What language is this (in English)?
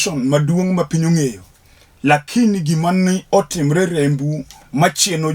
Luo (Kenya and Tanzania)